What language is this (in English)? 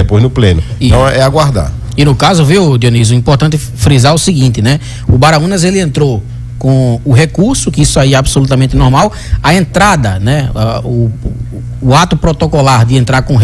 Portuguese